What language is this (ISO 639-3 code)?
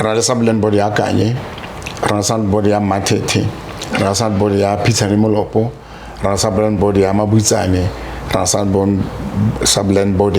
tsn